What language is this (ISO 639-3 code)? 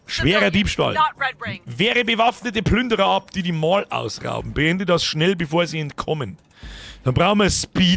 bar